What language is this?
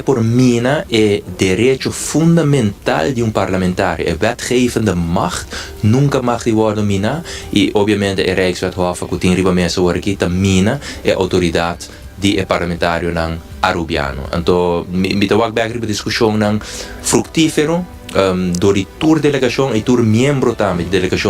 Papiamento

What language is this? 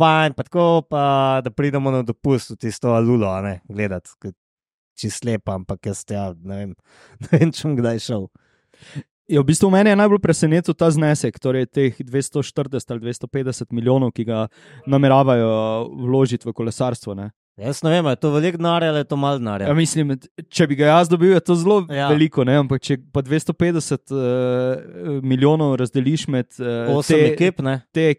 Slovenian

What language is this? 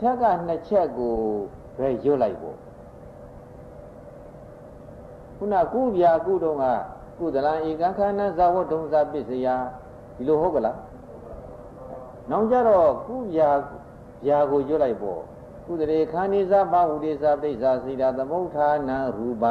Burmese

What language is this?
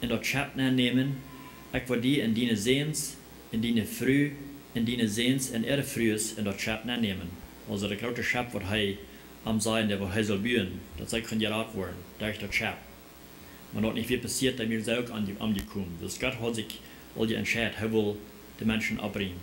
Plautdietsch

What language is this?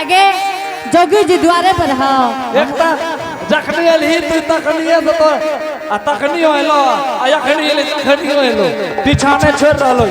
Angika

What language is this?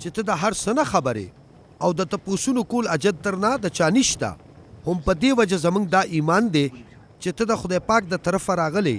Pashto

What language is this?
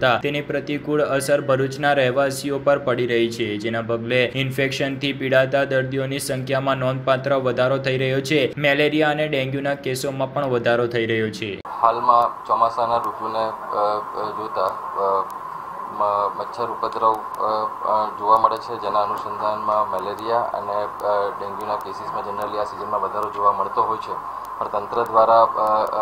Gujarati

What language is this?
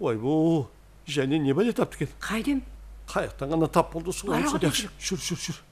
Kara-Kalpak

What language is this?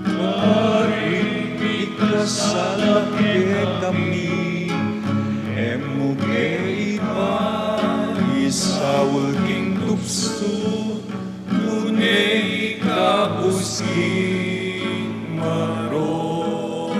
Pampanga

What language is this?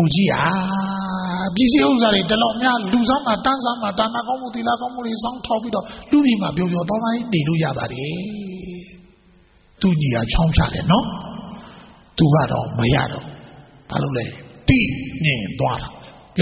Burmese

